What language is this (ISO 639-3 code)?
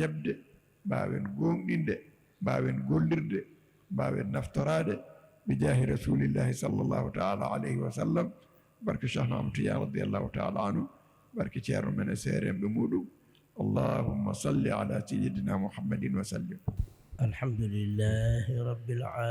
ful